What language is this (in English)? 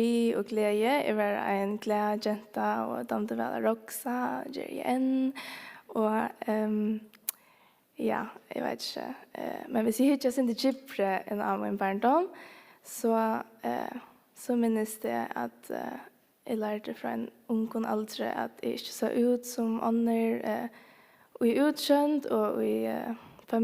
Faroese